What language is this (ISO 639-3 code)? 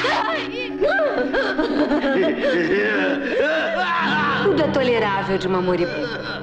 por